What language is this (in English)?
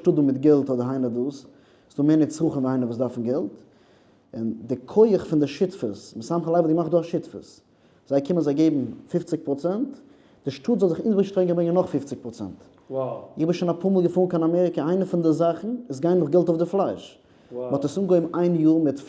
Yiddish